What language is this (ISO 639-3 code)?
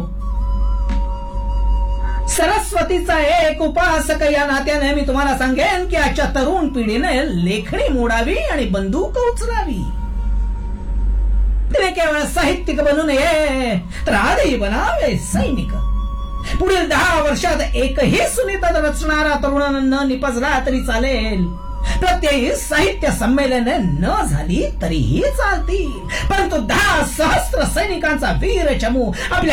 mar